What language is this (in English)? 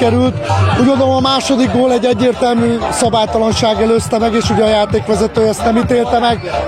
Hungarian